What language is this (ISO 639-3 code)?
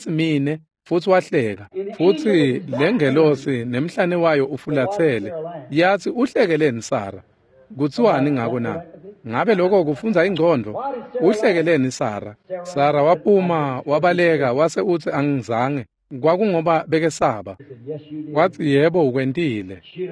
ssw